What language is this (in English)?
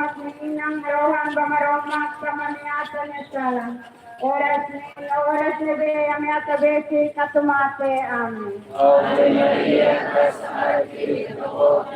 Tetum